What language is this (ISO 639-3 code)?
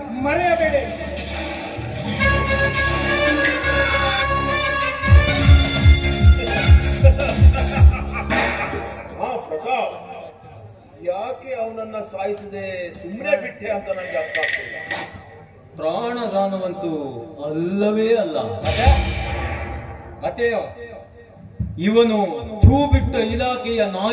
kan